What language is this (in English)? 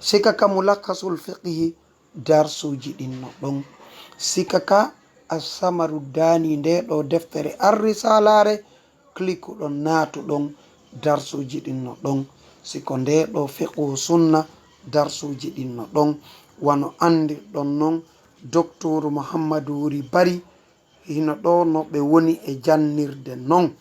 Fula